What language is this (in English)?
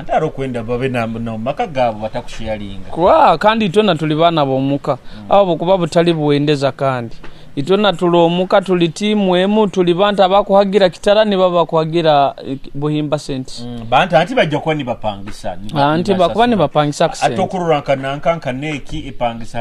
Nyoro